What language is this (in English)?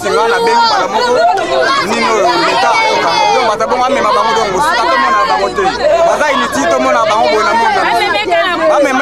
Lingala